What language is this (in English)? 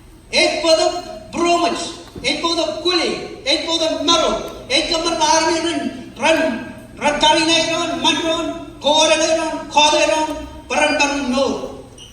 Marshallese